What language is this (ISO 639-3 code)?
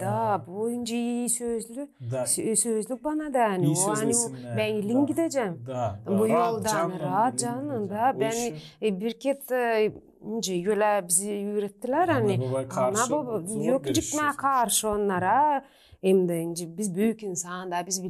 gag